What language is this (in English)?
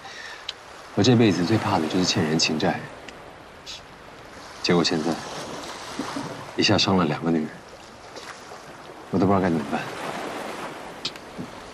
Chinese